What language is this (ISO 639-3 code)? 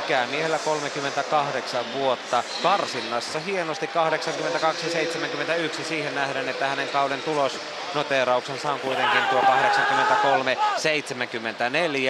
fin